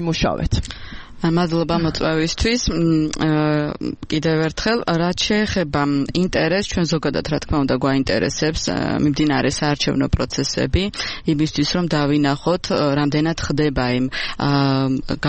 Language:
Georgian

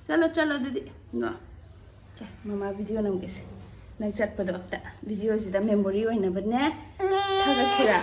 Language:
Manipuri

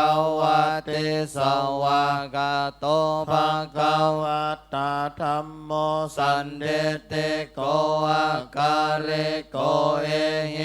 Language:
Pali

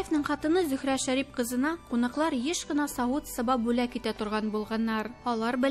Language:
Tatar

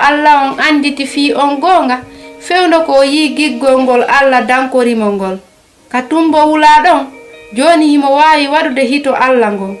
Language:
Fula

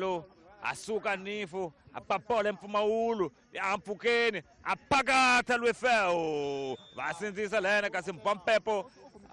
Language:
Tsonga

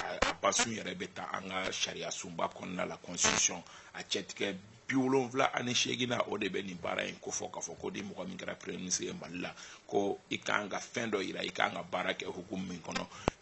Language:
Bambara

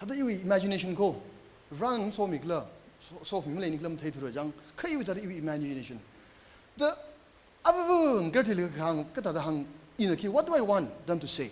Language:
Tangkhul Naga (India)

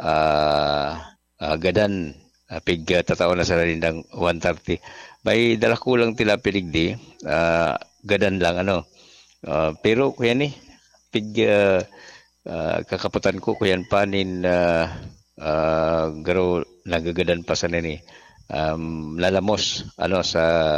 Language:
Bikol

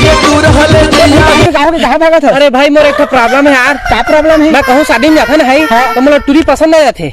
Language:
Chhattisgarhi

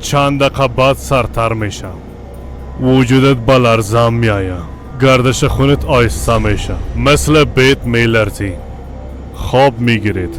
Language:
Persian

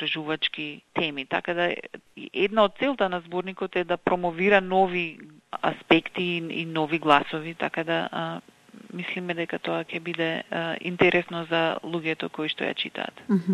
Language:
Macedonian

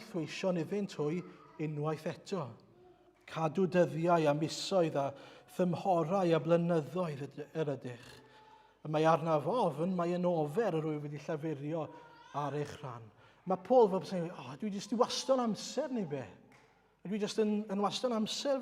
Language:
Welsh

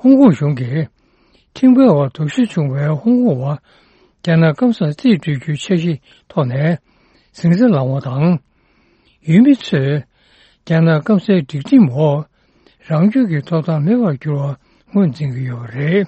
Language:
Tibetan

